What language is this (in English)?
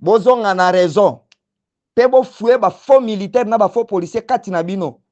Lingala